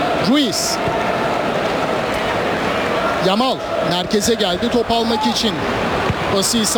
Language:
Turkish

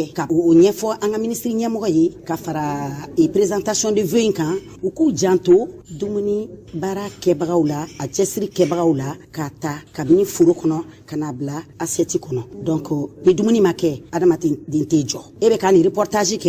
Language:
Bambara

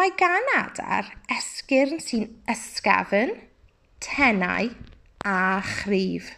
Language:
Welsh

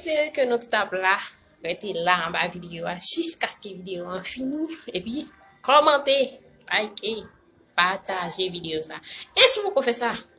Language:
Haitian Creole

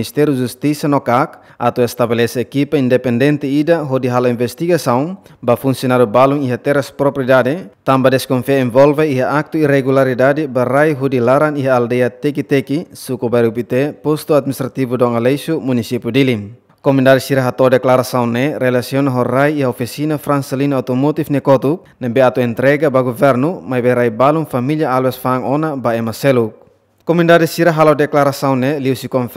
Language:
Tetum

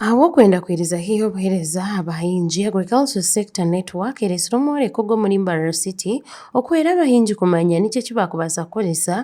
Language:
Nyankole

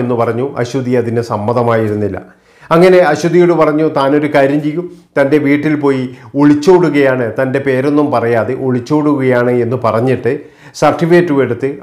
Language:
Malayalam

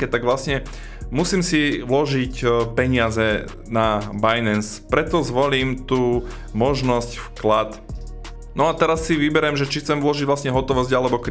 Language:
Slovak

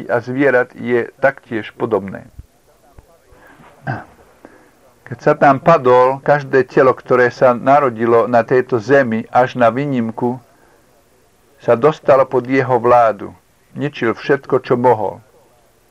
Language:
Slovak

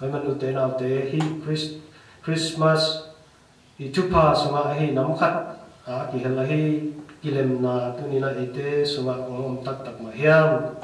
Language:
Tedim Chin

